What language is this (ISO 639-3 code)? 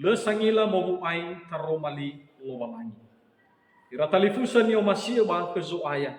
nia